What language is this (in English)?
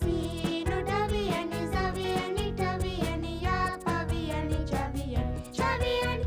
Divehi